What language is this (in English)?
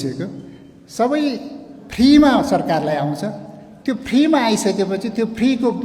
Nepali